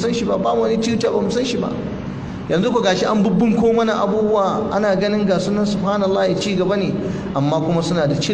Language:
Hausa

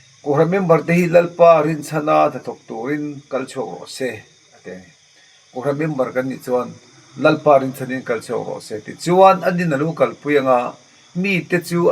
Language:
Mizo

